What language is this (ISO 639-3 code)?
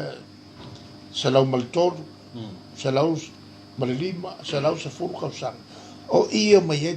smo